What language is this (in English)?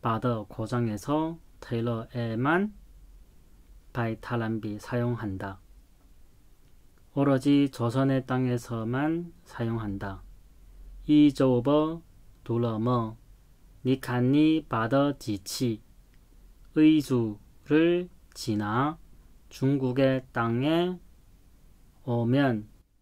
Korean